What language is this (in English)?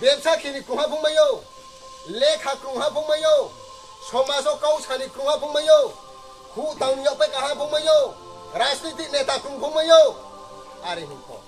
Riang (India)